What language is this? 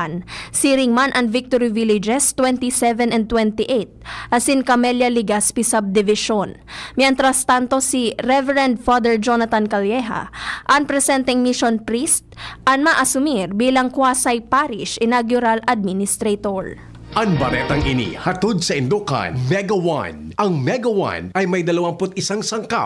Bikol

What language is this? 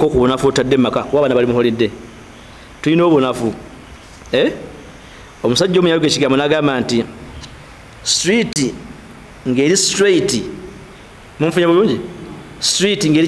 Ganda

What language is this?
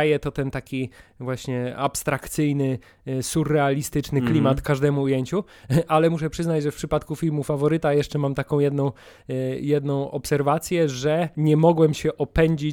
Polish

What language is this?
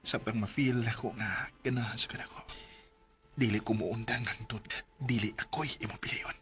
Cebuano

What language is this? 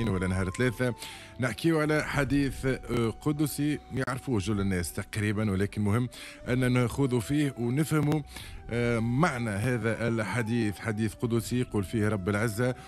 Tunisian Arabic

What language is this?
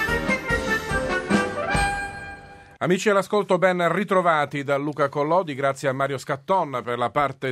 Italian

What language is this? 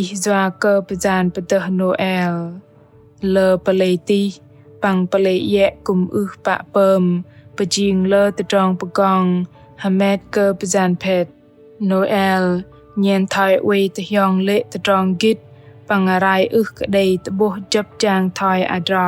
Bahnar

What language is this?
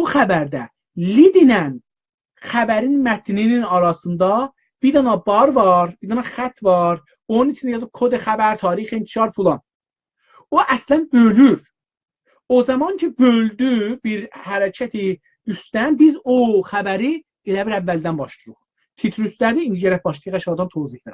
South Azerbaijani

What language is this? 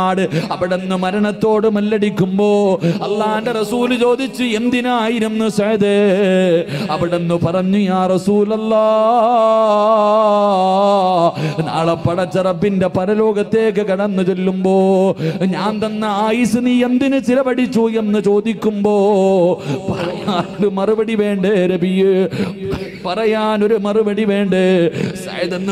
Malayalam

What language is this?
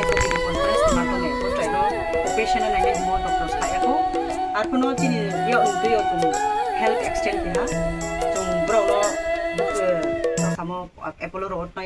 Kok Borok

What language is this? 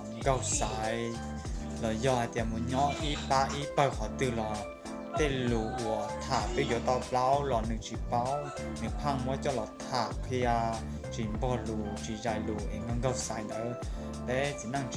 Hmong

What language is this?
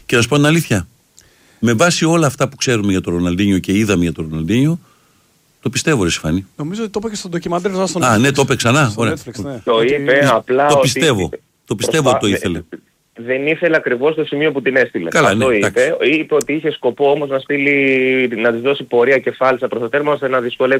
Greek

